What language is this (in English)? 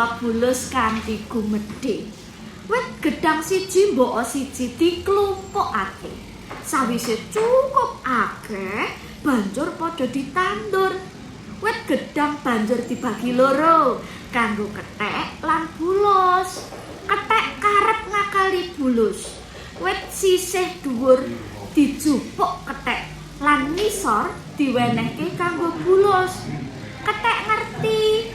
Javanese